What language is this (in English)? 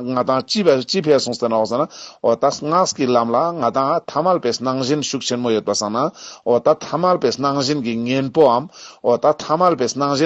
Ladakhi